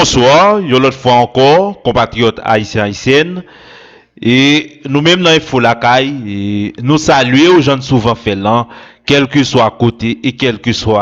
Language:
Haitian Creole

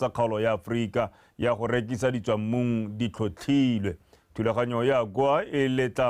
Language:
Tswana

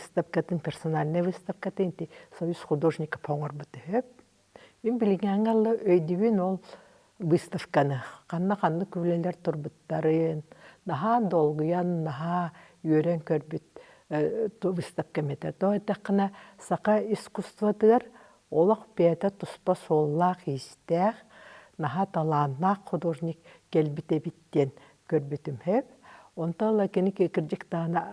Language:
Yakut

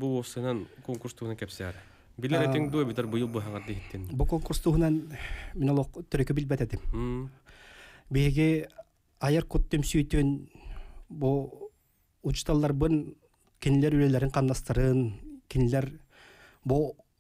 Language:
Yakut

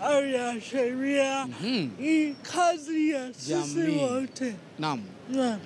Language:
Swahili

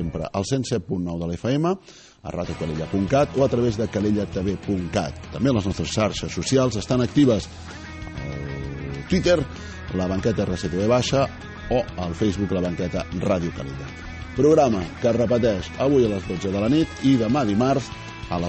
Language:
Catalan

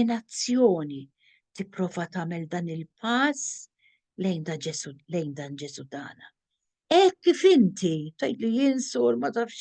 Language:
Maltese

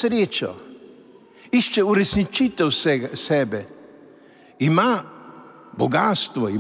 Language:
Slovenian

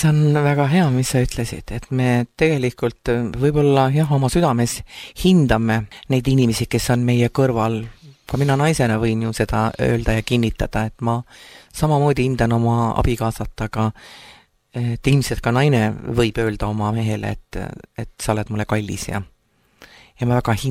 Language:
Estonian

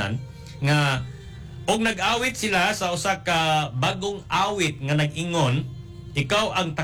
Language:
Cebuano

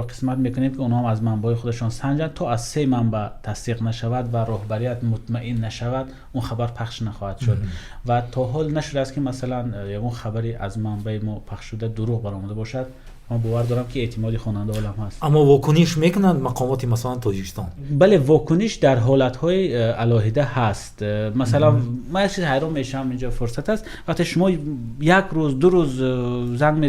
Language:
Tajik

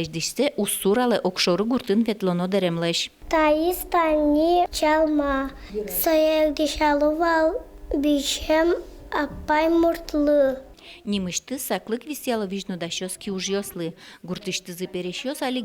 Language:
Udmurt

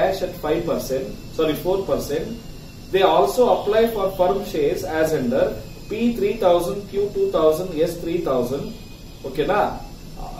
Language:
Kannada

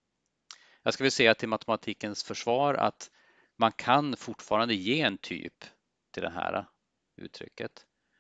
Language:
Swedish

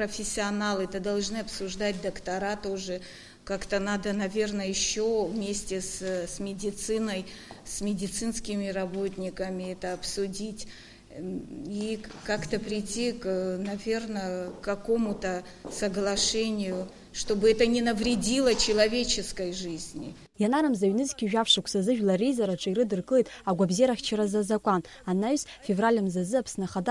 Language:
Abkhazian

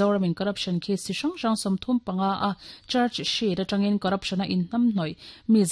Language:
Mizo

